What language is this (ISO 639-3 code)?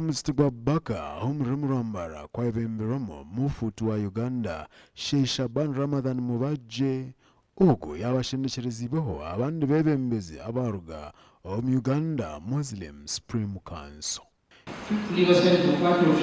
nyn